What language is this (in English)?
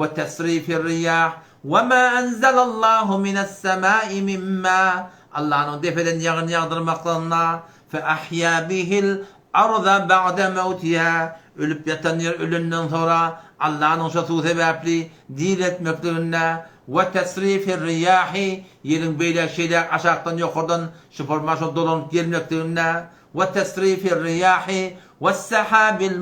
Turkmen